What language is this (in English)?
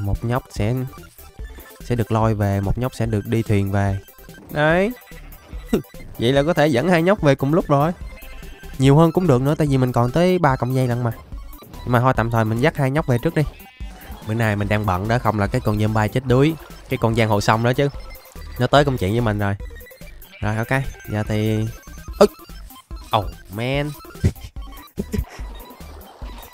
Vietnamese